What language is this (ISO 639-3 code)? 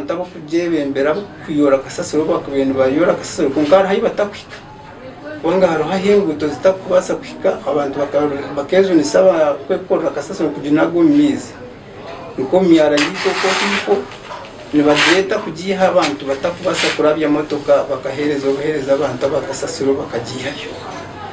nyn